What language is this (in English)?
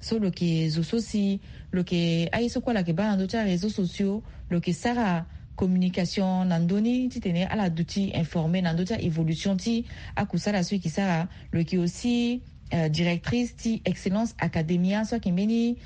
Sango